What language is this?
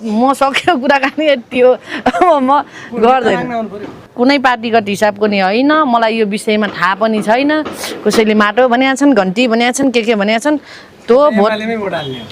Nepali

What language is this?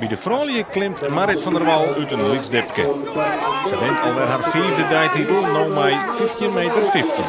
Western Frisian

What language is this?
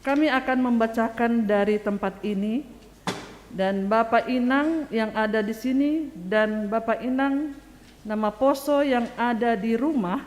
Batak Simalungun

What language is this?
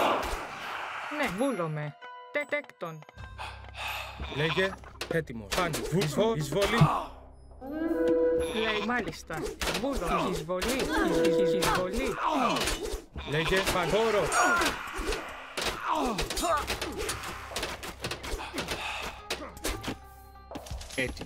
Greek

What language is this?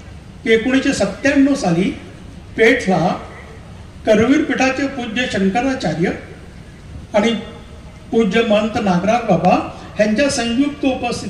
Marathi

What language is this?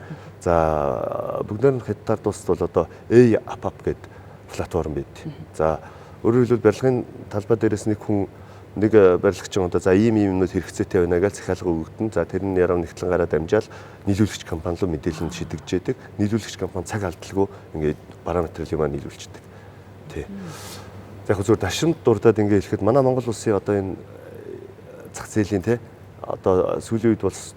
Mongolian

